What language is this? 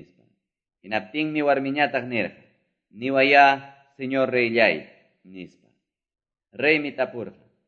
Quechua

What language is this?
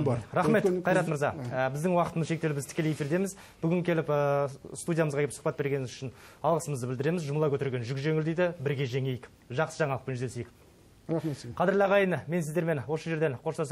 Kazakh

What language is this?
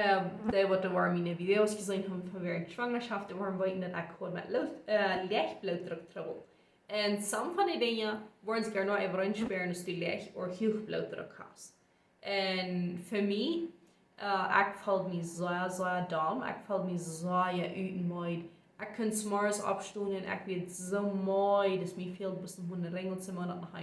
Plautdietsch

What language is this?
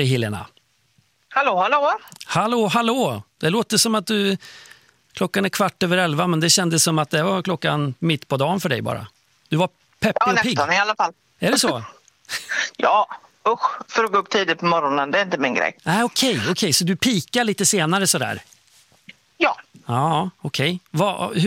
Swedish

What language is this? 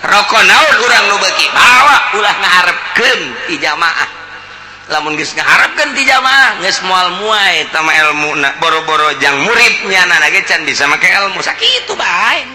Sundanese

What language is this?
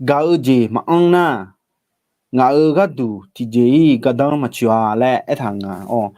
Akha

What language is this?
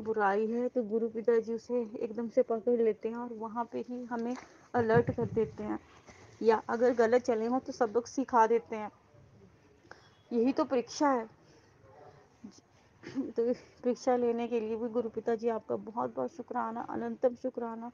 Hindi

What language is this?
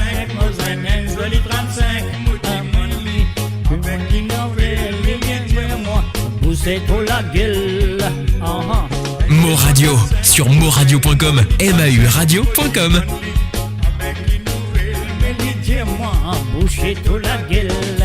Morisyen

